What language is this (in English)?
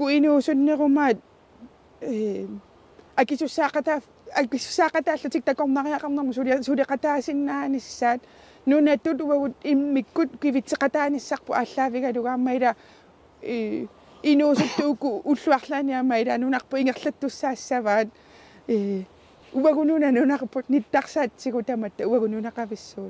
Kalaallisut